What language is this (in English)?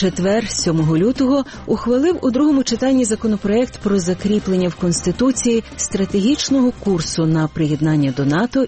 Ukrainian